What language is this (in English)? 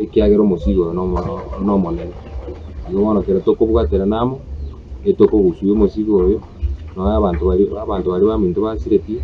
Gusii